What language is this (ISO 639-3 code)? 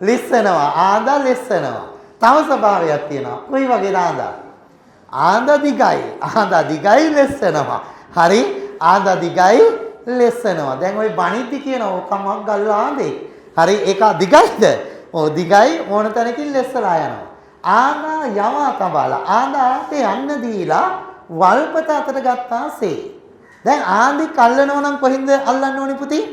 sin